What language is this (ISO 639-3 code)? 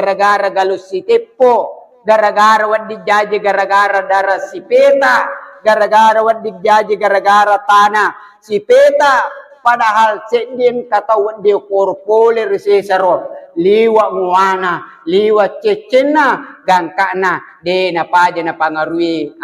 bug